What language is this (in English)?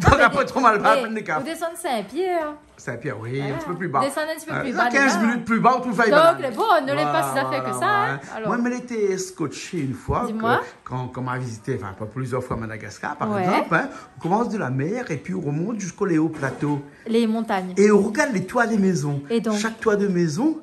Réunion Creole French